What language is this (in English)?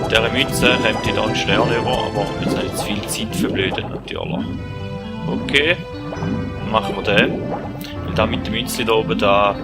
Swiss German